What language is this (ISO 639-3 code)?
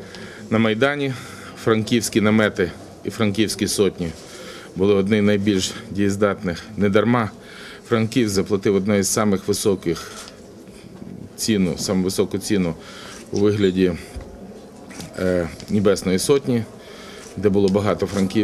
ukr